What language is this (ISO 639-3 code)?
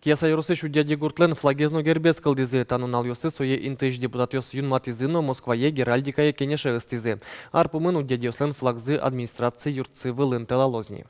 udm